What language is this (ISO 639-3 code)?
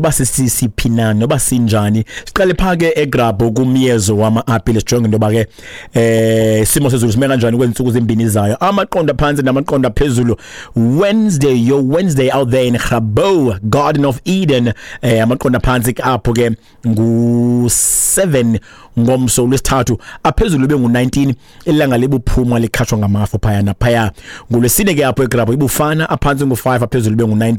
xho